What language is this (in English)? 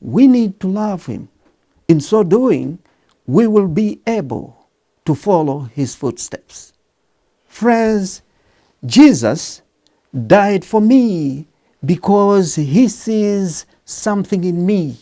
English